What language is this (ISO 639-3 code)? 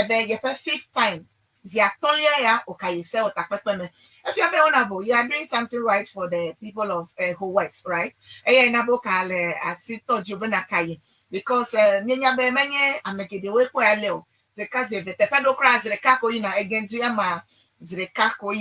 ewe